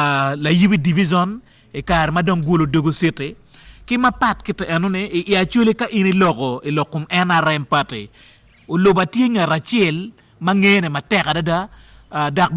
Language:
Acoli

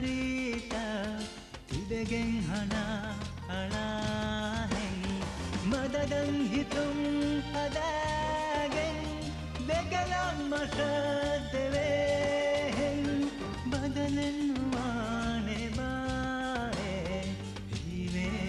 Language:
Divehi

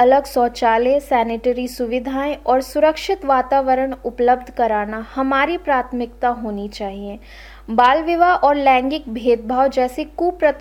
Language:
Hindi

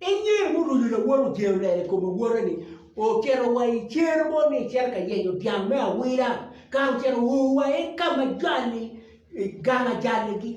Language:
Acoli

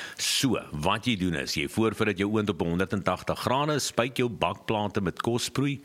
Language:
Afrikaans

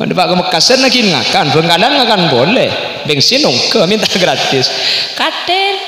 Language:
Madurese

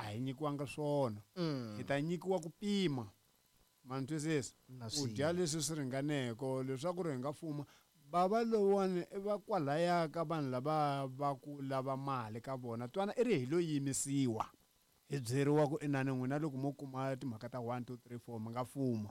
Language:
Tsonga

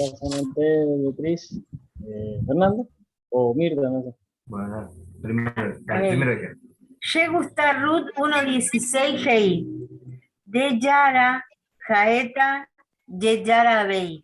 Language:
Guarani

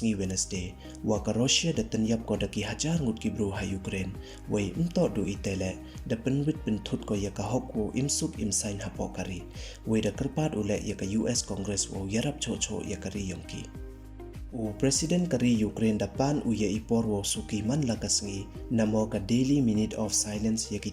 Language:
Pnar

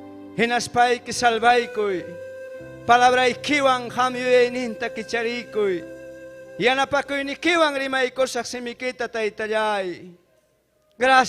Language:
Ayacucho Quechua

